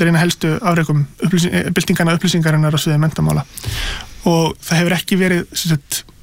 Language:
Icelandic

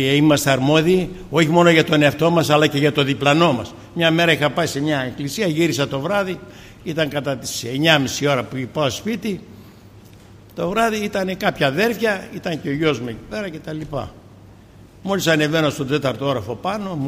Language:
Greek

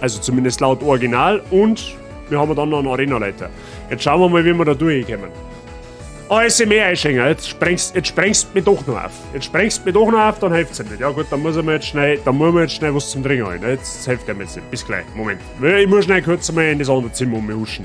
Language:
Bavarian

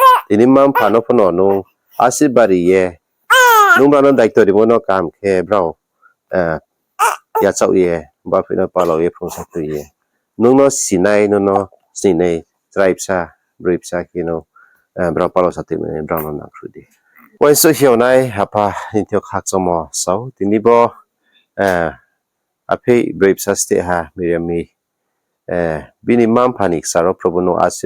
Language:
Riang (India)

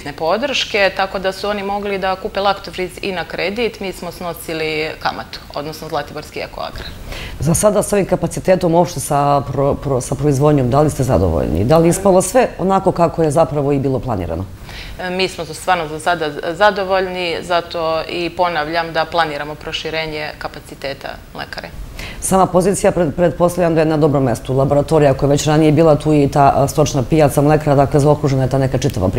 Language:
Serbian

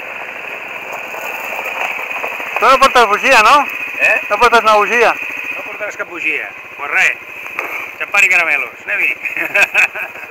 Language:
Catalan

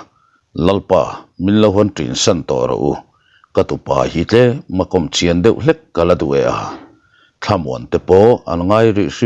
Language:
Mizo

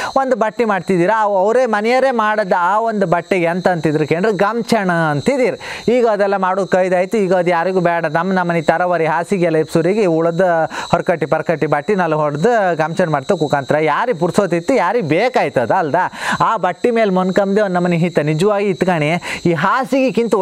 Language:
Kannada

